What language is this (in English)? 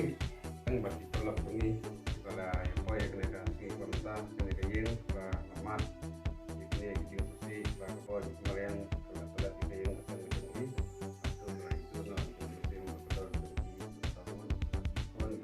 Khasi